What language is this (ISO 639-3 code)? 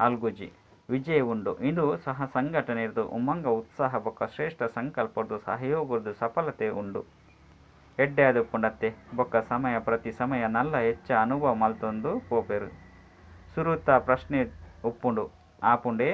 tcy